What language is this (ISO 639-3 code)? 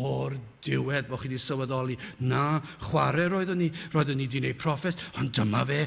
cym